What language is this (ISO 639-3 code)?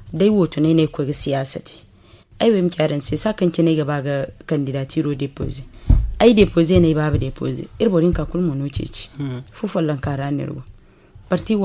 dje